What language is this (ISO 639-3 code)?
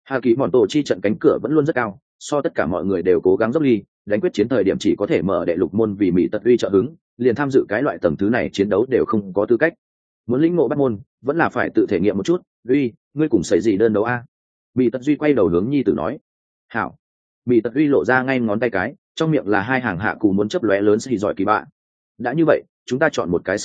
vie